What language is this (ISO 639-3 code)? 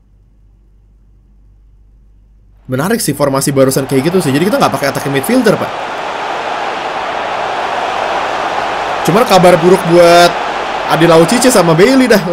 ind